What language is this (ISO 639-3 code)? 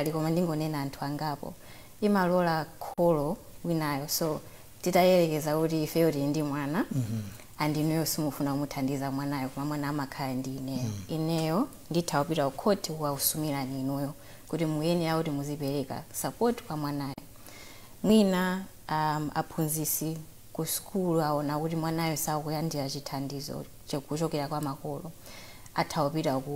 nya